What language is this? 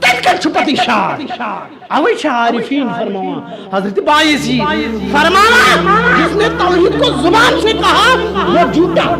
Kashmiri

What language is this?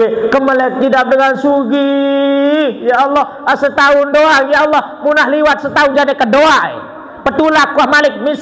Sasak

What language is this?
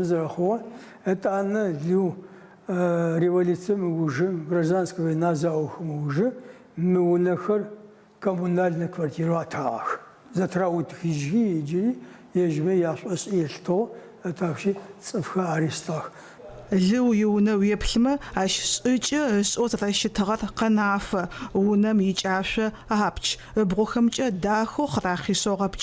Adyghe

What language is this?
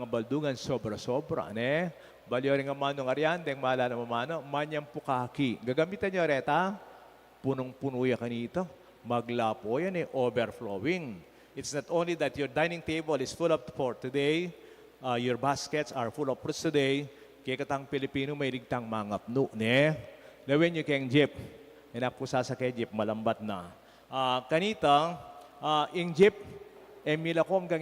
Pampanga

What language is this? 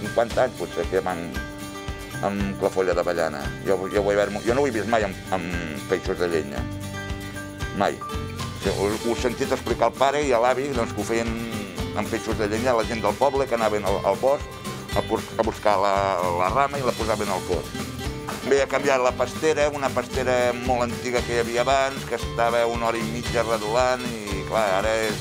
Catalan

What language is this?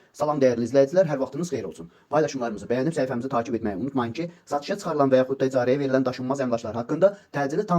Azerbaijani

